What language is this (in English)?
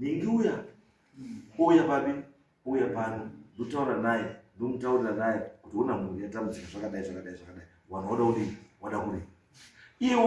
Shona